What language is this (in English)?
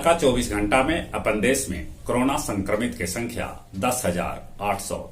Magahi